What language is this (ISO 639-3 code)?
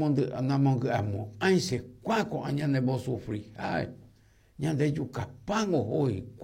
grn